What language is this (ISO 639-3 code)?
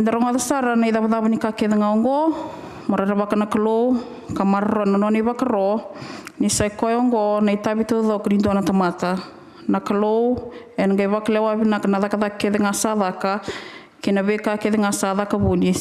fij